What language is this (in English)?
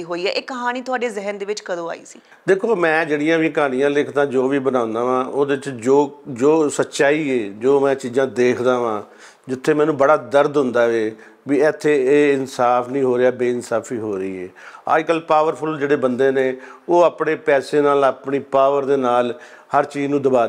Punjabi